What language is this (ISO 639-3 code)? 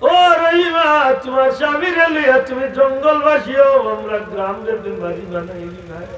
syl